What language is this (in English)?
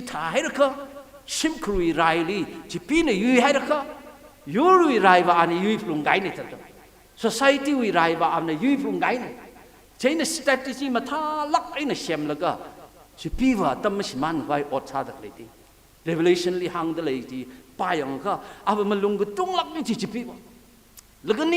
Tangkhul Naga (India)